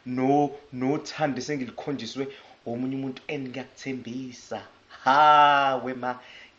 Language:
Zulu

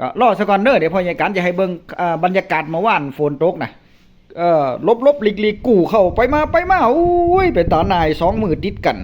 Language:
Northeastern Thai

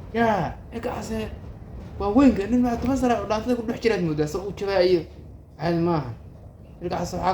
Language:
Somali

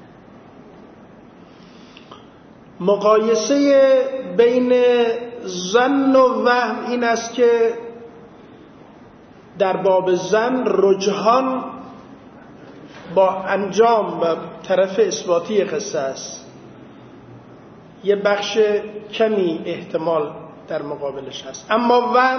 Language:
Persian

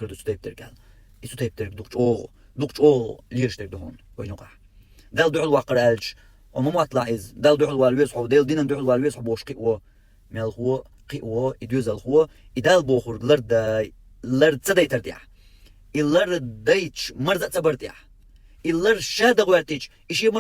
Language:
Chechen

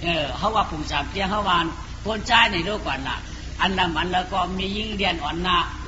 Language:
Shan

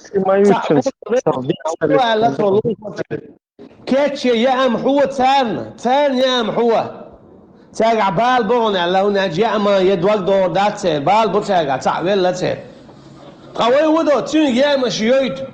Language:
Chechen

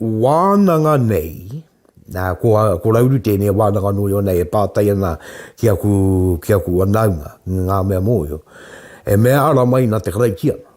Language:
Māori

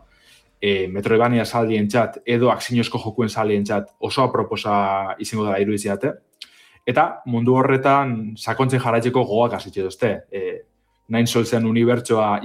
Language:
Basque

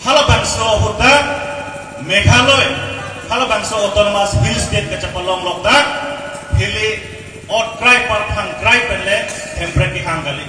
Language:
Karbi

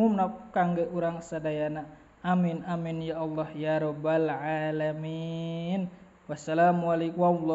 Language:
Sundanese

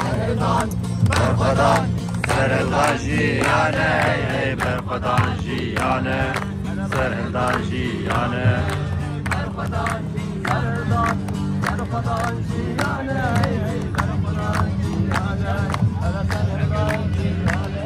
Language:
Kurdish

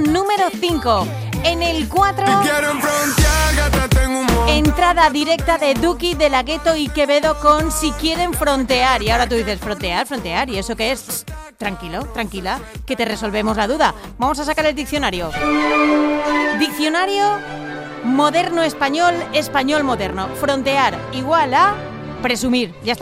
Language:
Spanish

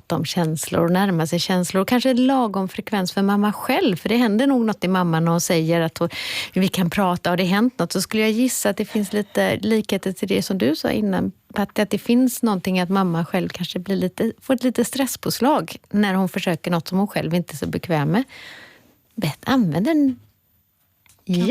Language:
Swedish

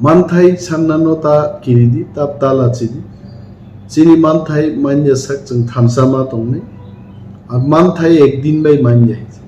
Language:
Kok Borok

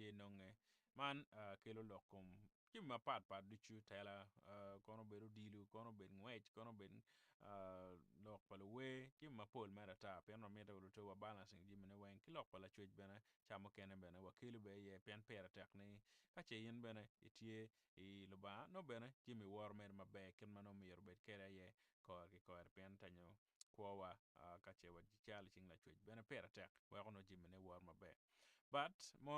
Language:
Acoli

